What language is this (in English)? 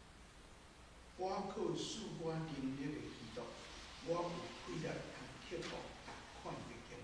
Min Nan Chinese